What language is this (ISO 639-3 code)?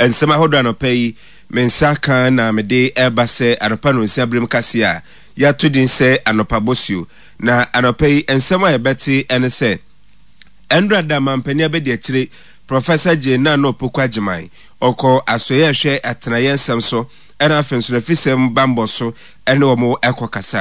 aka